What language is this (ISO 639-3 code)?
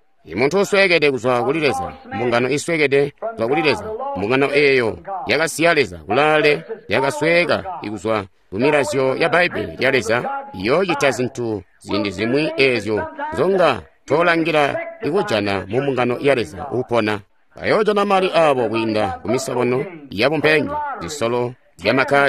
toi